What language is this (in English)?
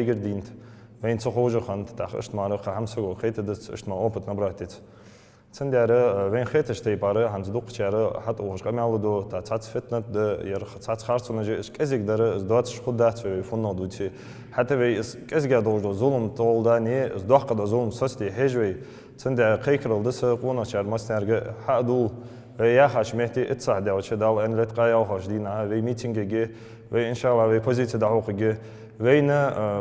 Ingush